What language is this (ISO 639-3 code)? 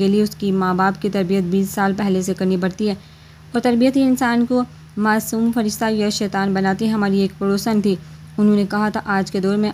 urd